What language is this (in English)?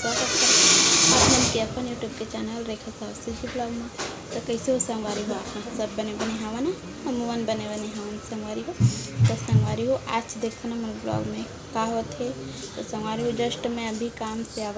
Chhattisgarhi